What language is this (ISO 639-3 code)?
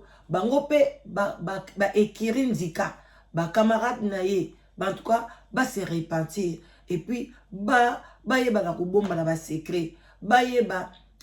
lin